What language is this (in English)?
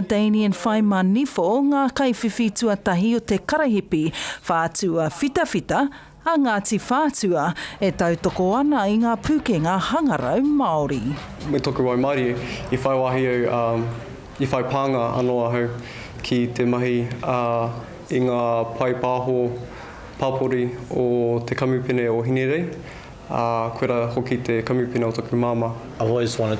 Māori